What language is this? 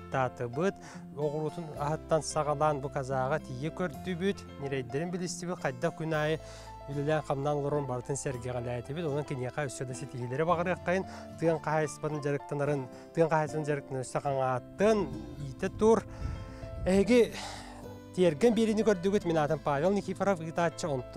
Yakut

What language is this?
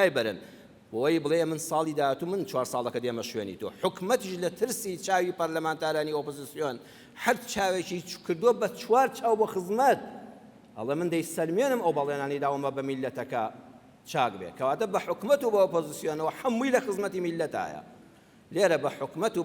Central Kurdish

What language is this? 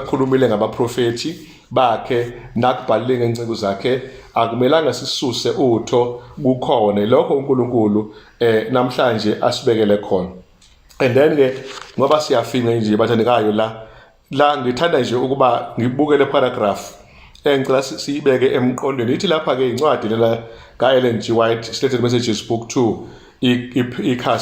Zulu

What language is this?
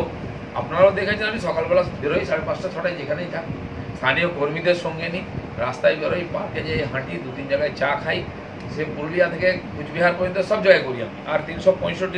Bangla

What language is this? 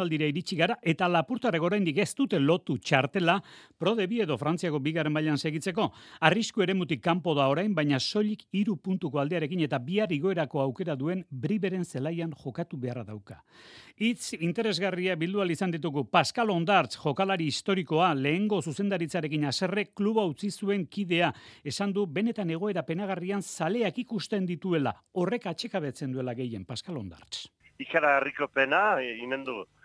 Basque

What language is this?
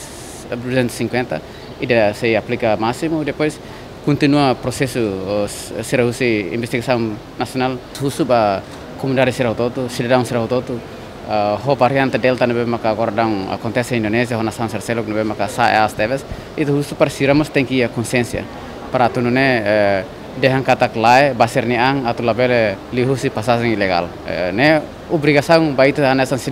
Tetum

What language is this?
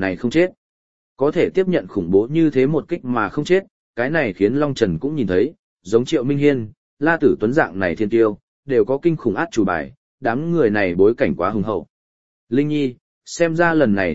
Vietnamese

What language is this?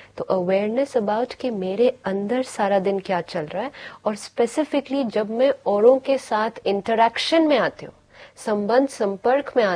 Hindi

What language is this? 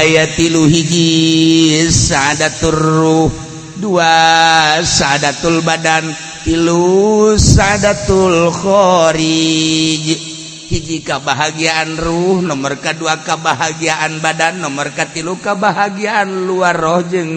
Sundanese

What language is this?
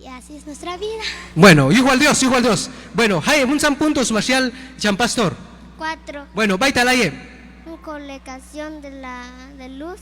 Q'anjob'al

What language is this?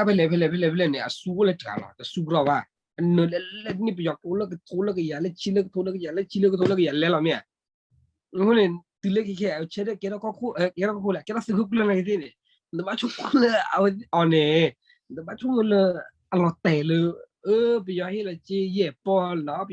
S'gaw Karen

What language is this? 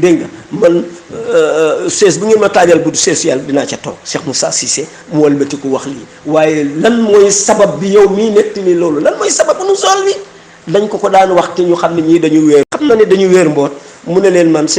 Wolof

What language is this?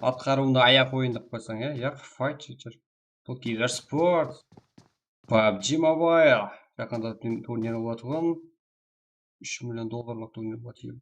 Kara-Kalpak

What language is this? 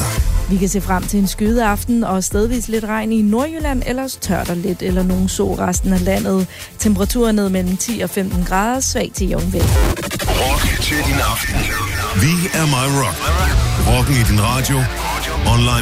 Danish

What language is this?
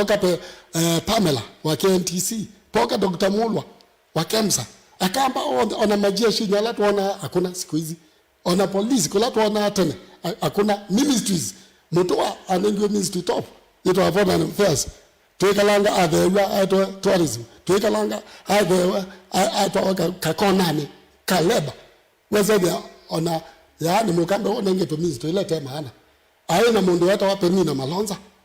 Kamba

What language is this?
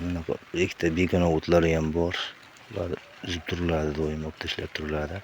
Uzbek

